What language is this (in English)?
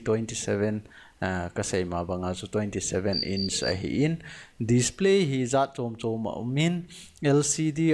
Thado Chin